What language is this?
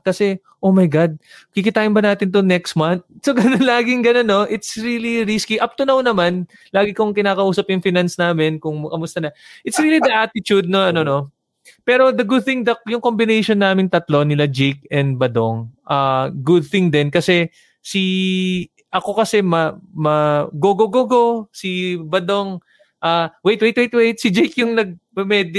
Filipino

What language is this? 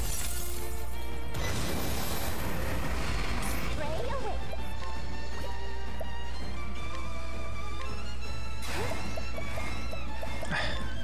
English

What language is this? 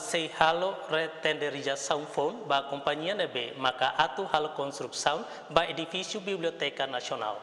Tetum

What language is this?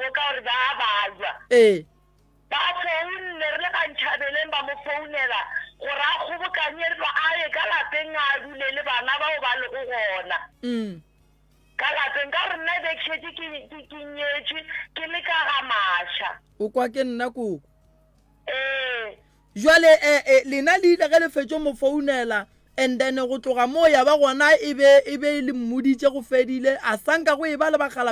Northern Sotho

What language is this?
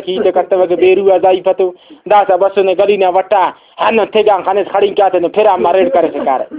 Brahui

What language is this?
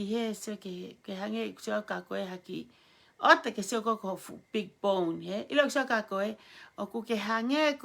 Tongan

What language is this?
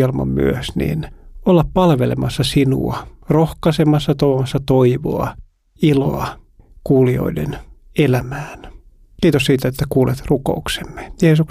Finnish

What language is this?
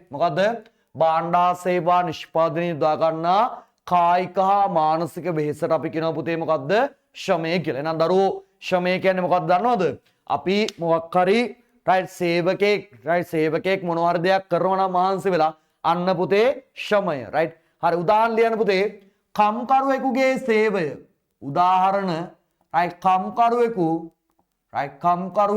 Sinhala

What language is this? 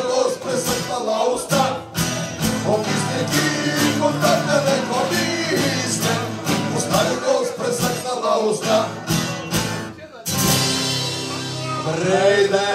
Bulgarian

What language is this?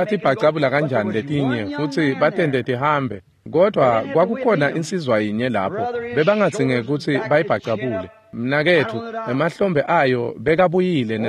Swati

